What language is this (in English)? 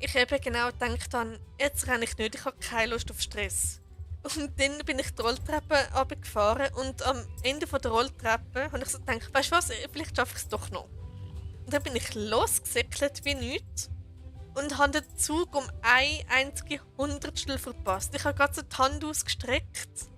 Swiss German